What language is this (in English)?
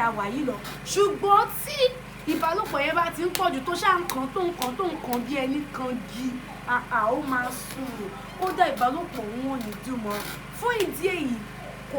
Yoruba